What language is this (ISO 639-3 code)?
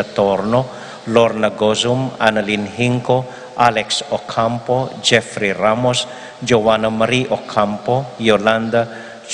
pam